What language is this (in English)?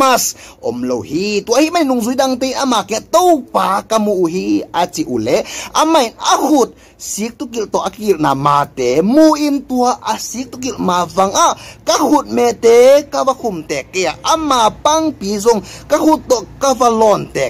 Tedim Chin